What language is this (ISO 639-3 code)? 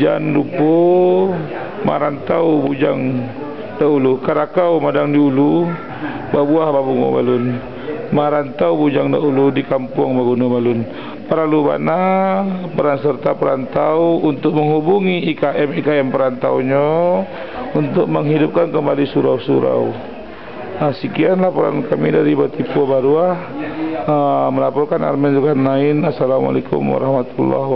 min